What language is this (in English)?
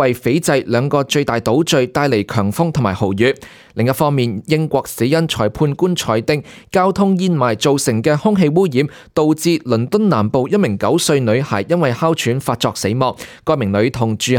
Cantonese